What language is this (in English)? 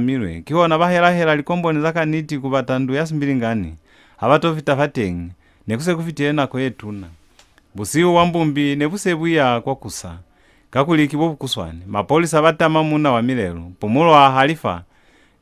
Lozi